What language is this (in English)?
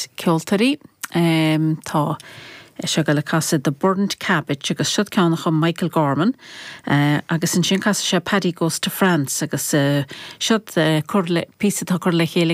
Irish